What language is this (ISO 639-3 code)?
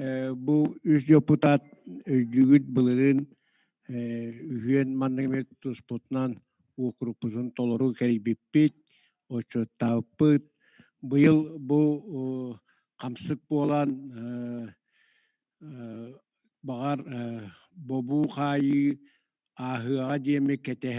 sah